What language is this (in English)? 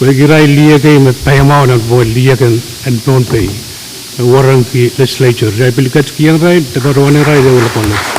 Pohnpeian